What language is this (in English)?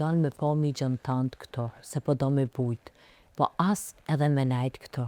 Albanian